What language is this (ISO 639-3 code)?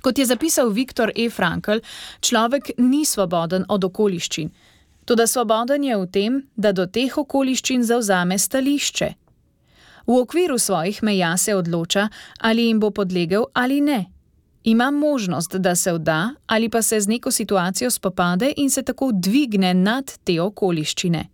slv